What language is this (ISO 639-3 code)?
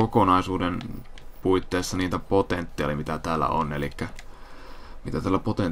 fin